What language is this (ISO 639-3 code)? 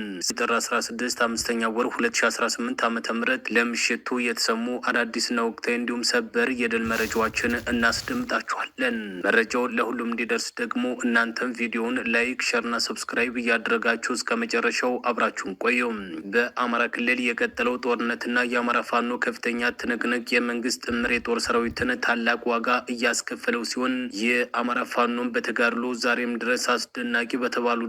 amh